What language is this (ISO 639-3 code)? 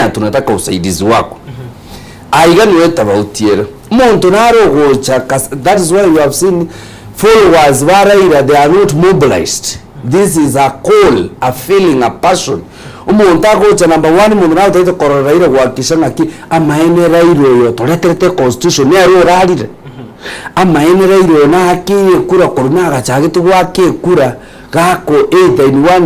guz